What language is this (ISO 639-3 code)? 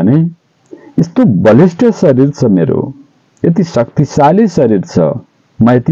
nep